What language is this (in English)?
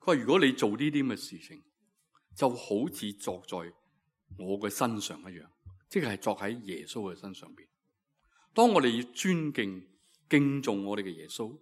Cantonese